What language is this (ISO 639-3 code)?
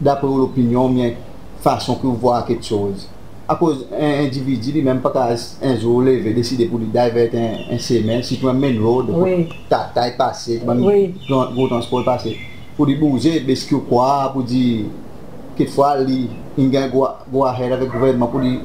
crs